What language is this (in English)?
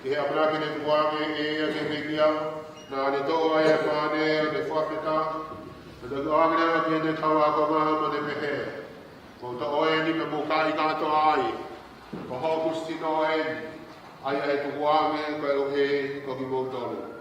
Tongan